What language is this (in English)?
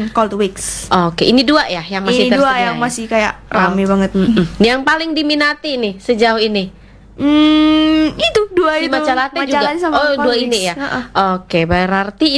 Indonesian